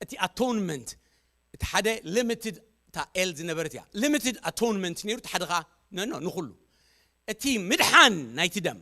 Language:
Tigrinya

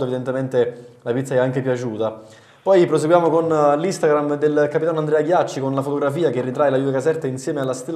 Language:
Italian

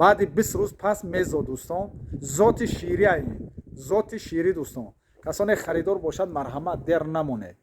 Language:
Tajik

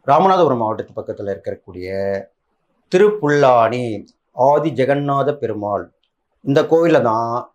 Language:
Tamil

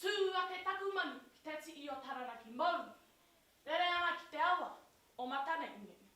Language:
Māori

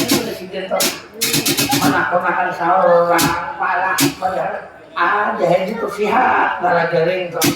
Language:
Banjar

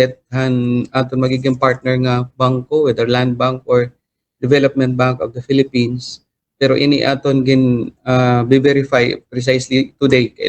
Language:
Waray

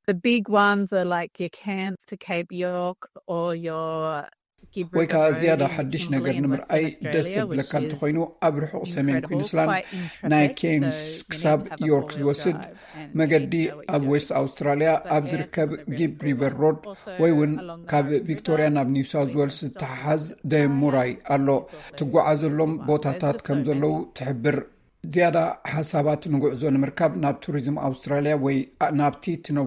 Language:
Tigrinya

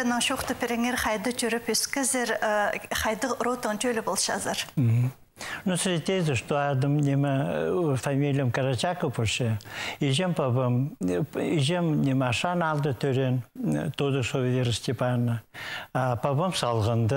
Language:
Khakas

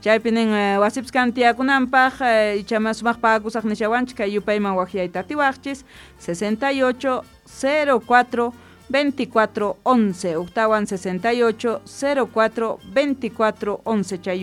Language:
South Bolivian Quechua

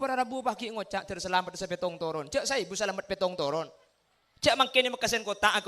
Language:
Madurese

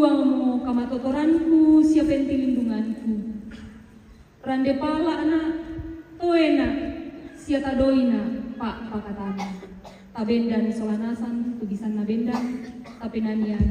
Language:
Toraja-Sa'dan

